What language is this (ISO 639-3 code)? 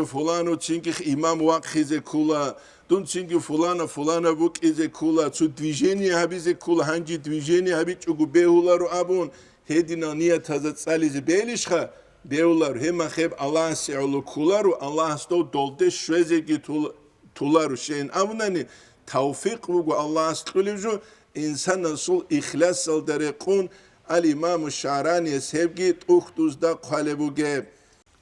ava